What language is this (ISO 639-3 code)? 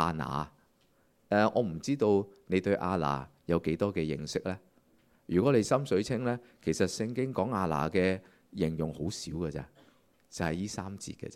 yue